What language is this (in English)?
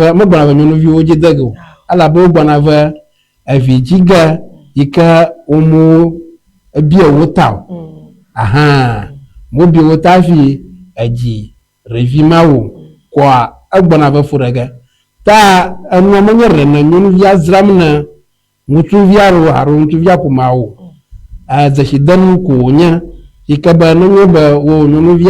Ewe